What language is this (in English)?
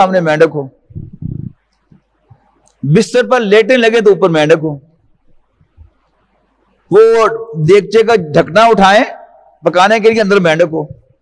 Urdu